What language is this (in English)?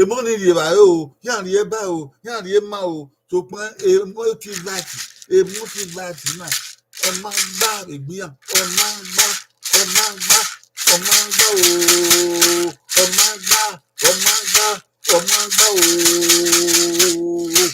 Bini